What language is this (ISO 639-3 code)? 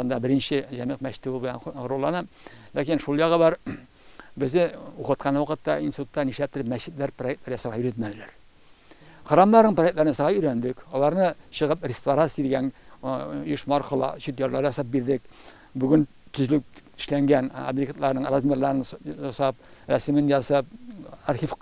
tat